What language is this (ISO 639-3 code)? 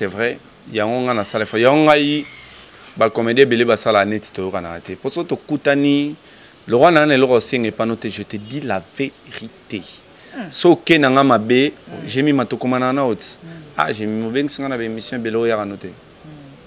lin